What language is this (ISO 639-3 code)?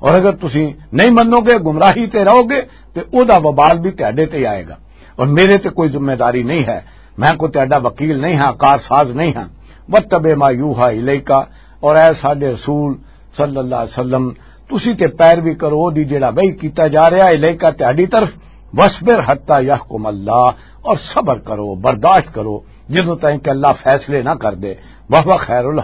lah